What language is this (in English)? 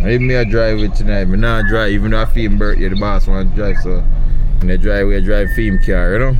Jamaican Creole English